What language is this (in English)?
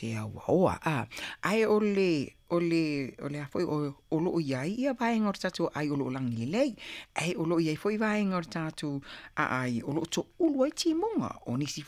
Samoan